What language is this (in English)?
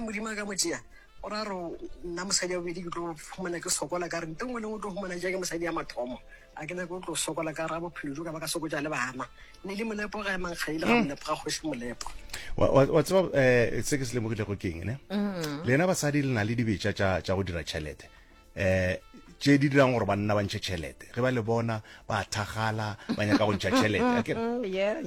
Northern Sotho